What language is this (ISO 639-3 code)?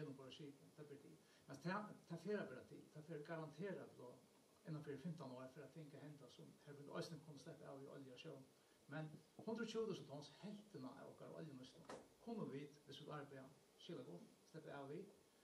fao